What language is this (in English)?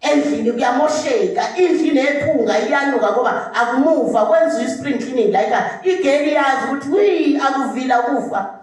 Zulu